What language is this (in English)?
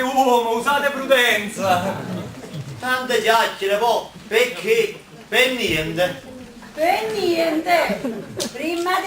Neapolitan